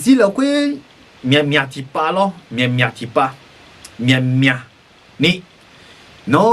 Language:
Akha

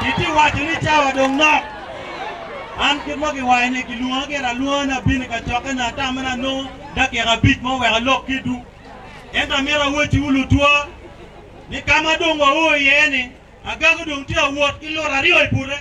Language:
Acoli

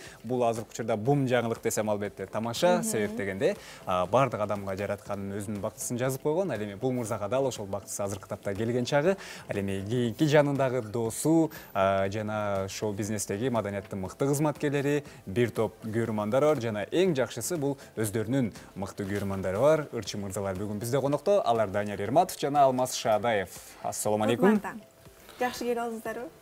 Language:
Kyrgyz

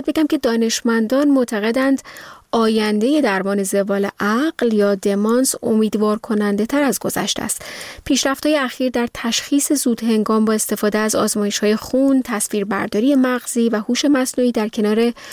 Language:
Persian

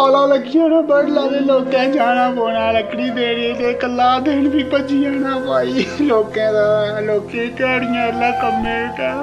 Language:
Dogri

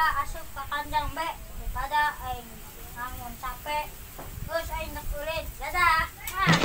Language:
Sundanese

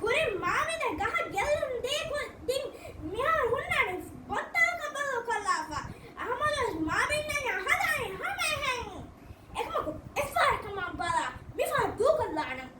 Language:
Divehi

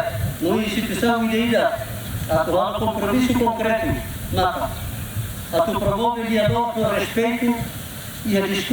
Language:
Tetum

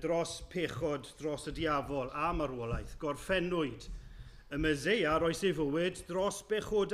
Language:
Welsh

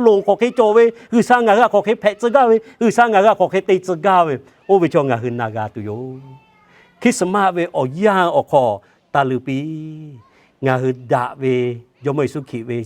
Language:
Lahu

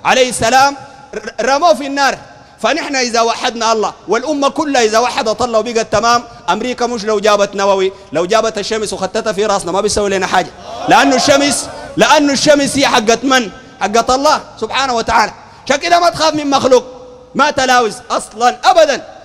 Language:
Sudanese Arabic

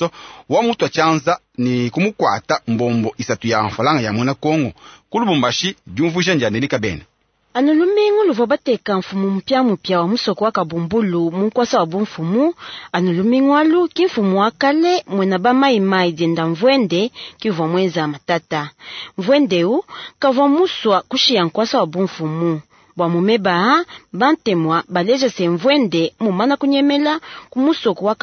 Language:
Luba-Lulua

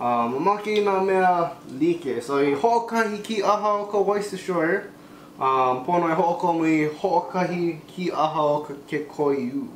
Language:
Hawaiian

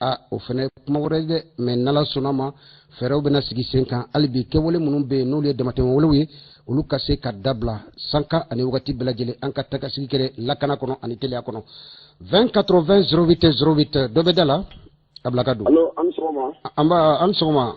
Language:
Bambara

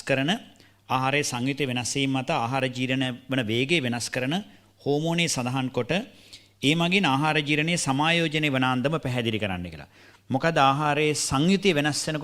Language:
Sinhala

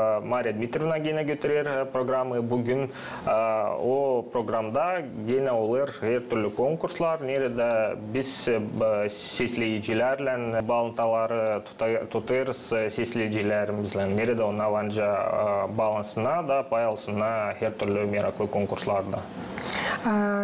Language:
Gagauz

